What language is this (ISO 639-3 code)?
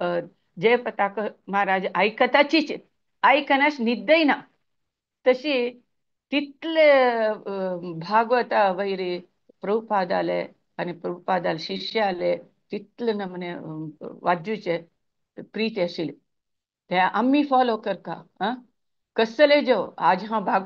kok